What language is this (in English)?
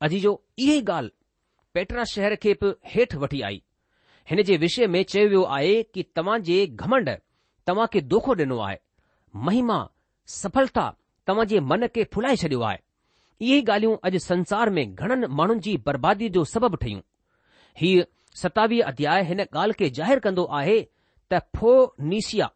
Sindhi